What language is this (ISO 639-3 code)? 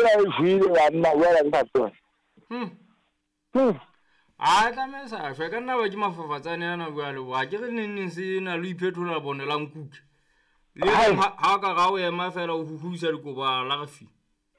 sot